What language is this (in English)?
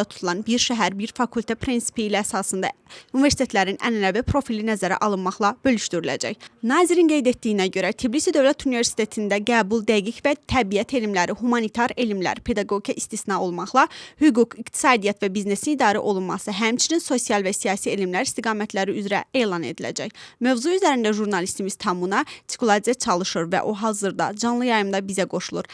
Azerbaijani